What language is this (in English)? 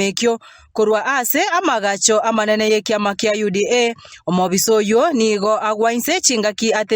Gusii